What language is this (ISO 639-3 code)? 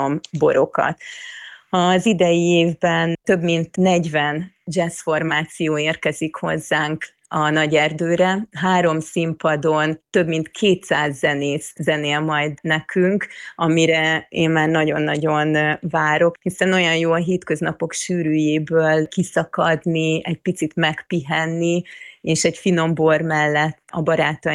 hun